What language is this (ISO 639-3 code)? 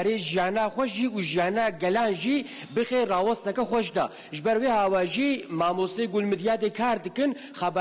kur